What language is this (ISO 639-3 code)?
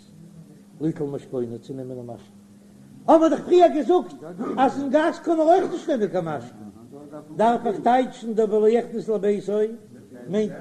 yid